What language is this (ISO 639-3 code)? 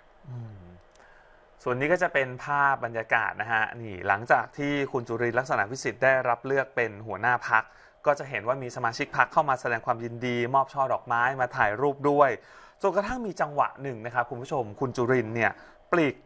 tha